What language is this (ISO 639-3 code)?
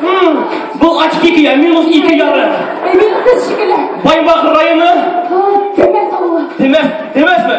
bak